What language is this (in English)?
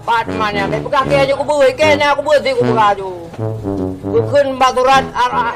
Achinese